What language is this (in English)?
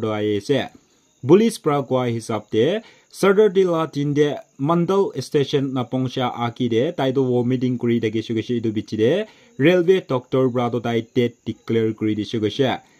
Naga Pidgin